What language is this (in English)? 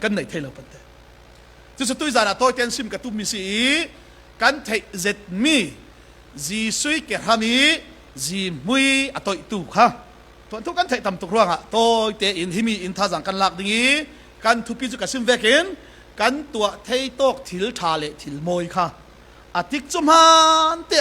Falam Chin